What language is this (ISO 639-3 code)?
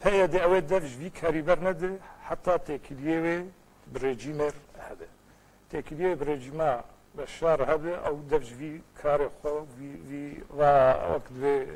kur